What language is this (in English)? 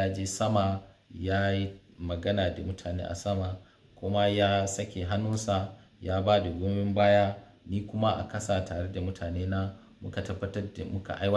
Hausa